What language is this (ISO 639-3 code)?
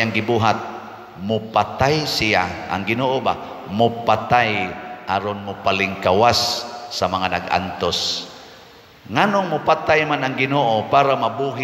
ceb